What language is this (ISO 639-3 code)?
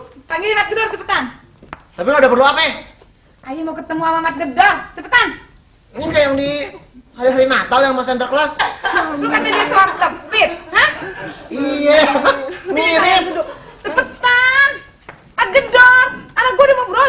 bew